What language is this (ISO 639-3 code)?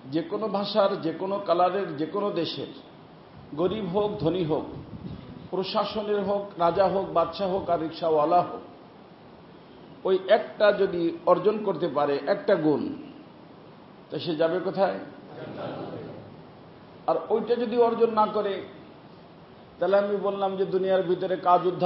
ben